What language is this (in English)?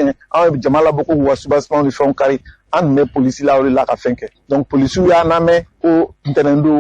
Bambara